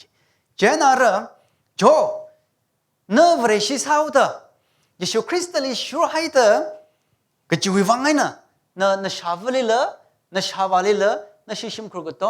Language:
Tangkhul Naga (India)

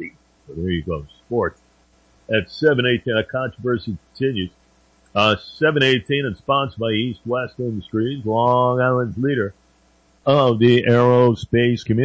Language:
English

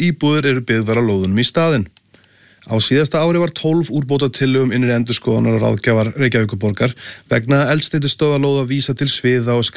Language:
Icelandic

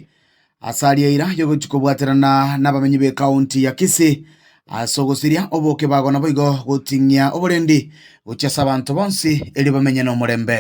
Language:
Gusii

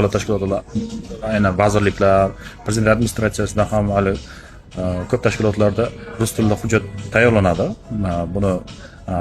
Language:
Uzbek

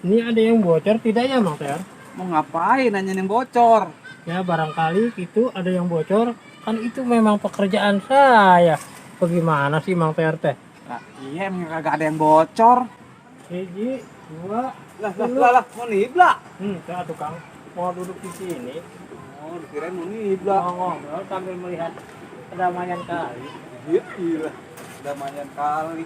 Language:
Betawi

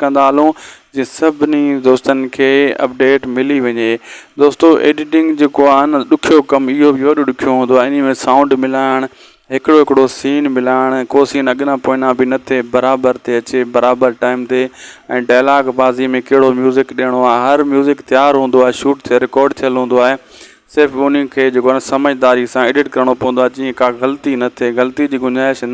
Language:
Sindhi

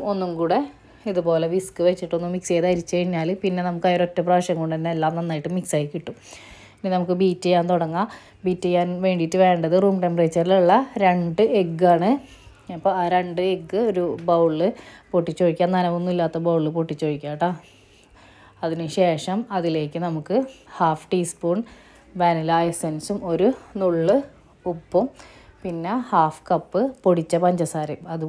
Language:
Malayalam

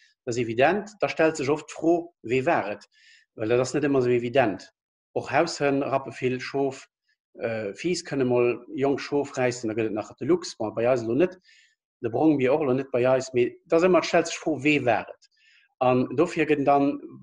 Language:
Luxembourgish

